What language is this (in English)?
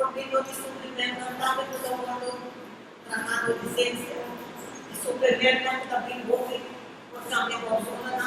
Papiamento